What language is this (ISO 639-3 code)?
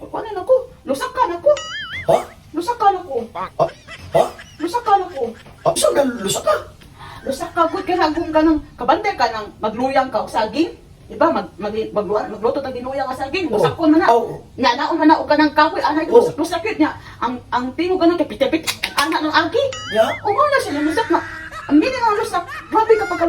ceb